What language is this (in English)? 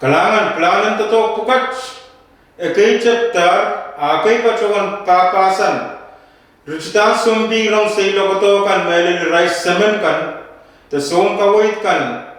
Pohnpeian